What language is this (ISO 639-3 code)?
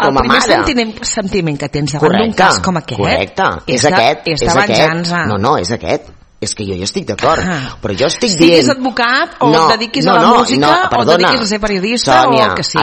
cat